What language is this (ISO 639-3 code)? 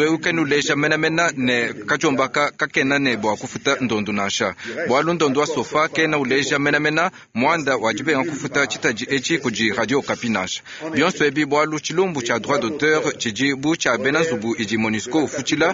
lua